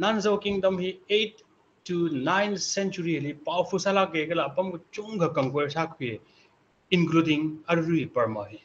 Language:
Tangkhul Naga (India)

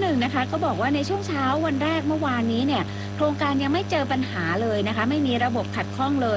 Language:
Thai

